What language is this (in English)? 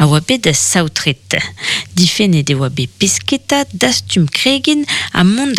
Breton